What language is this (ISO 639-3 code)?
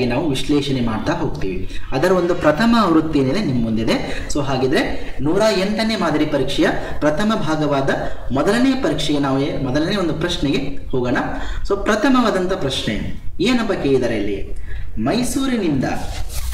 kan